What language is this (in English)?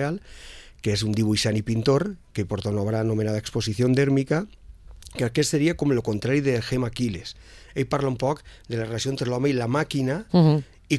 Catalan